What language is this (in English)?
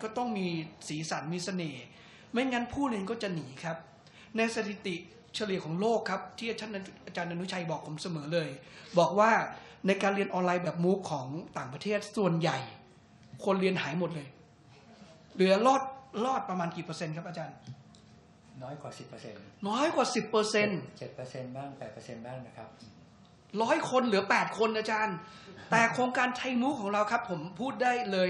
Thai